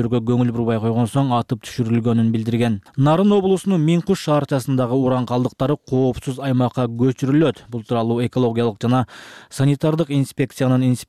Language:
Kyrgyz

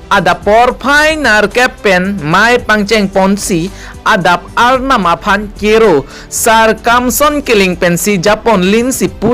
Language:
Karbi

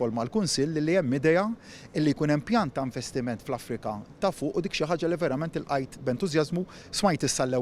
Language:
Maltese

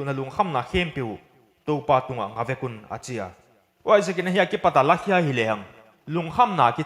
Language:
Paite Chin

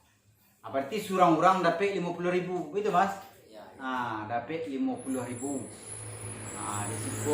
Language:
Minangkabau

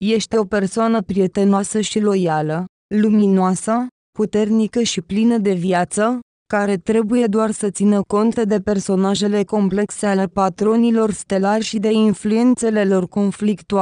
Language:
Romanian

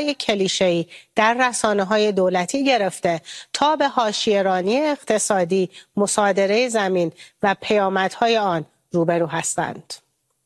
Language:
Persian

